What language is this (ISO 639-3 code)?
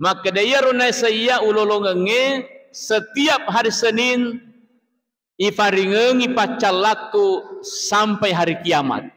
bug